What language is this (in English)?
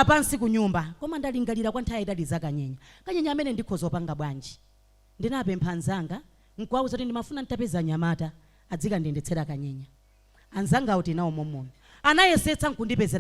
Nyanja